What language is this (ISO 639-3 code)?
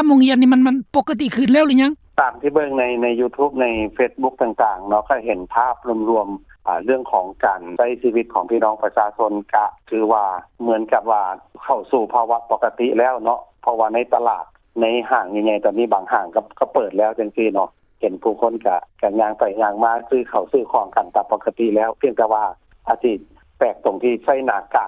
lao